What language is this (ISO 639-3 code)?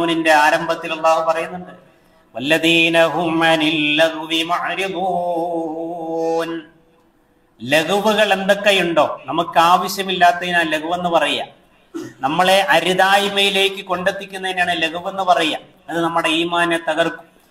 mal